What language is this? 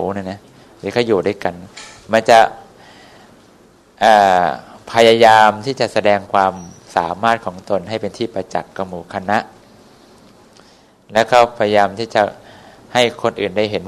Thai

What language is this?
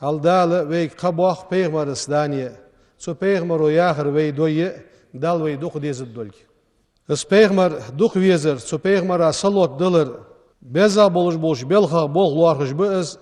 Ingush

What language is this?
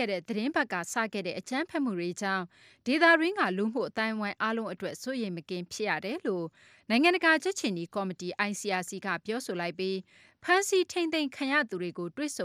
Burmese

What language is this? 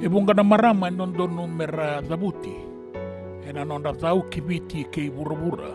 Fijian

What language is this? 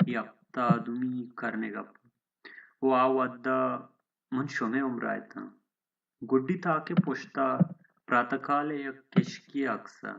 Baluchi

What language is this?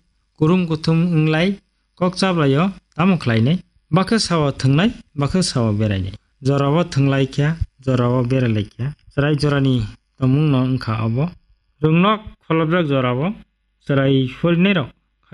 Kok Borok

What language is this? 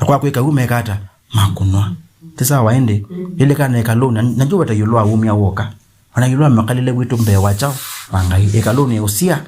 Kamba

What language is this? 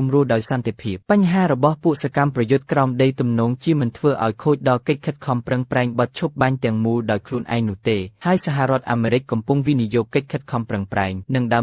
Khmer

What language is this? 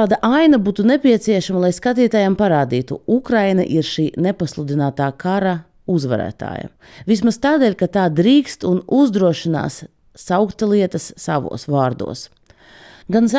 Latvian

